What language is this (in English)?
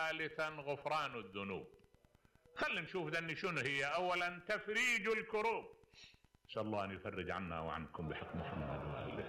Mesopotamian Arabic